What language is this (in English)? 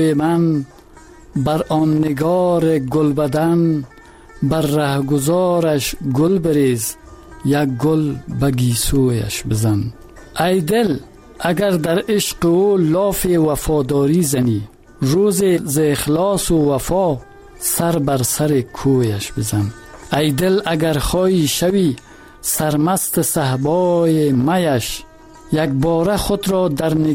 Persian